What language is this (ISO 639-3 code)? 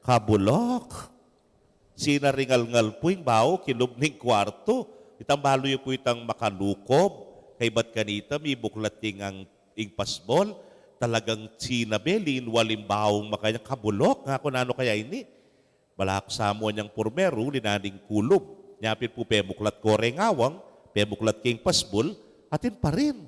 pam